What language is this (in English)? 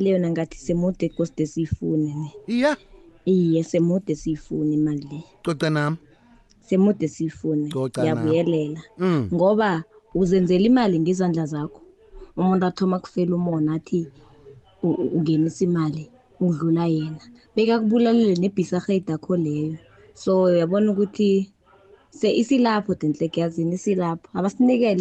South Ndebele